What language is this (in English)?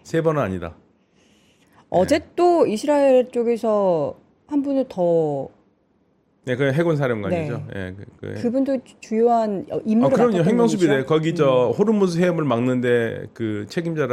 Korean